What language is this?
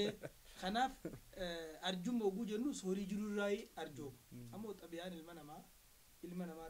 Oromo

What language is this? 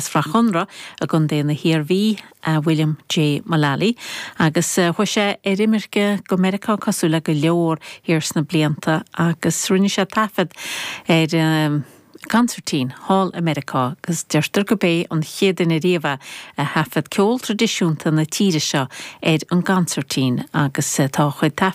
Irish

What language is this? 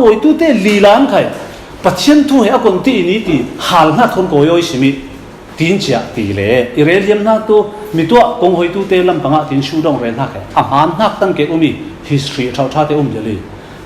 Falam Chin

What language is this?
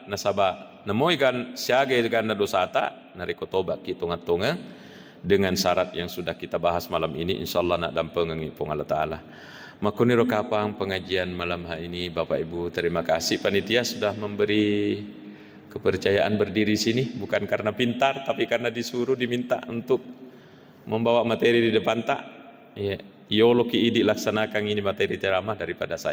Buginese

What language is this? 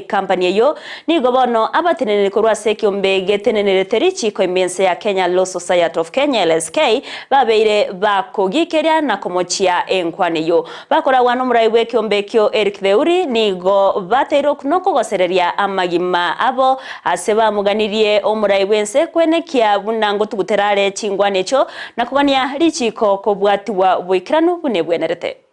Gusii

